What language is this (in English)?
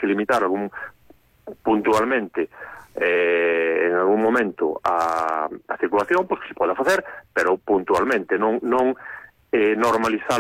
Galician